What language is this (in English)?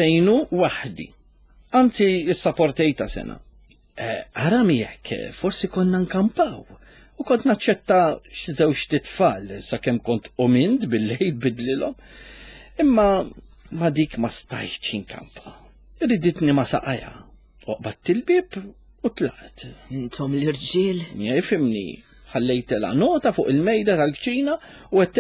Maltese